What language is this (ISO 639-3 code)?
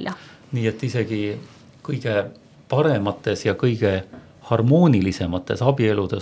est